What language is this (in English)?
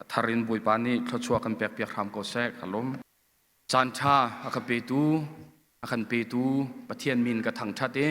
Hakha Chin